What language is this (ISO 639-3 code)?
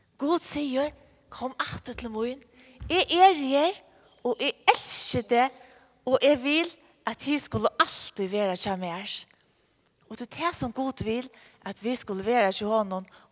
fao